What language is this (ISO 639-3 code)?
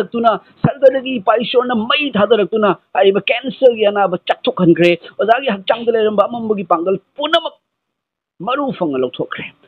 mni